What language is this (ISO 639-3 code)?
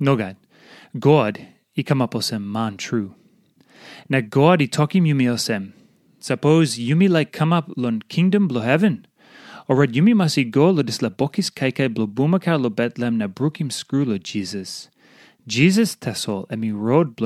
tpi